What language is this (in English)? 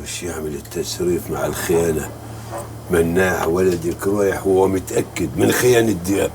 Egyptian Arabic